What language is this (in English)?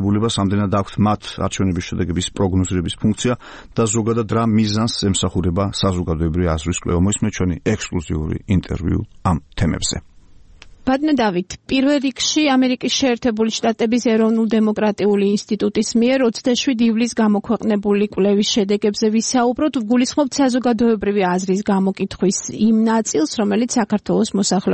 Georgian